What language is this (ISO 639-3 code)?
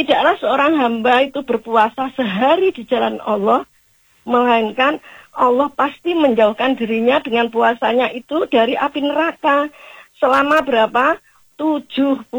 ind